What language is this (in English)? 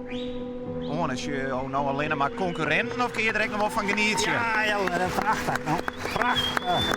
Western Frisian